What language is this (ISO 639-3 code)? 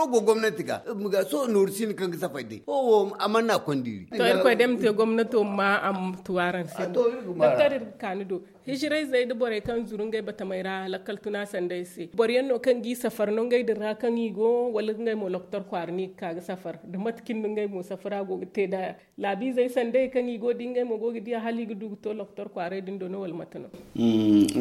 dje